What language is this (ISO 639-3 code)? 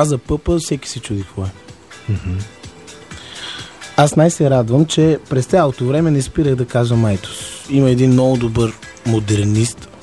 bul